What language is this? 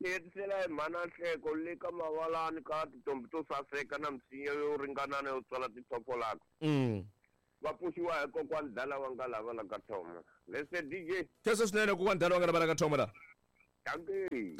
Tsonga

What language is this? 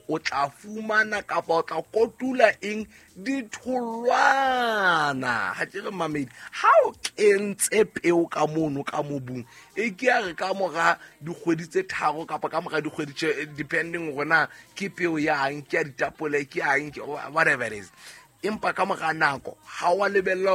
Southern Sotho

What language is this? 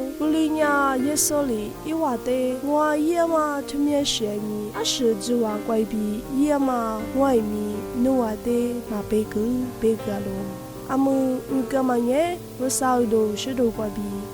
Lisu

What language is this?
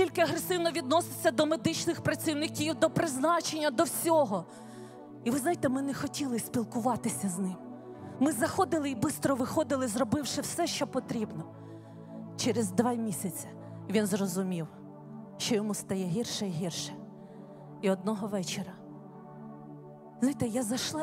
Ukrainian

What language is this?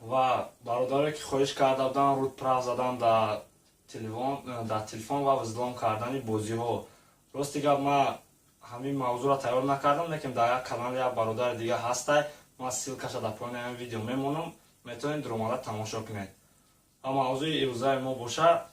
Tajik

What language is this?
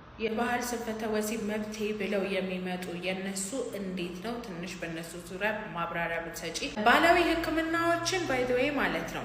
Amharic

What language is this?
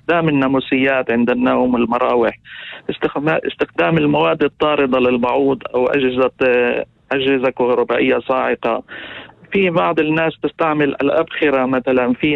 North Levantine Arabic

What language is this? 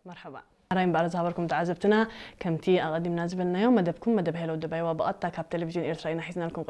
Tigrinya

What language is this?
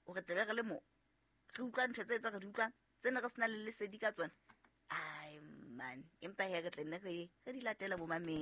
Southern Sotho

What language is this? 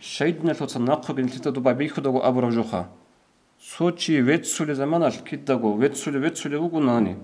Avaric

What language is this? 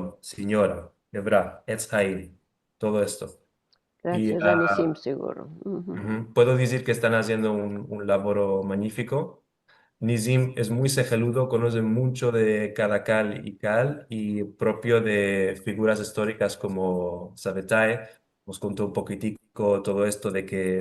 Ladino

